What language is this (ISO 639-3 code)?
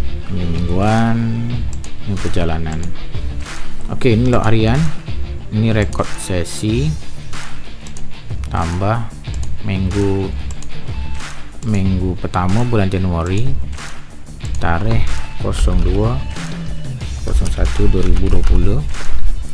msa